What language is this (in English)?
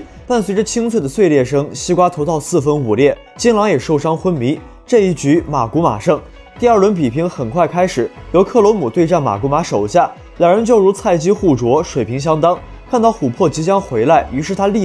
Chinese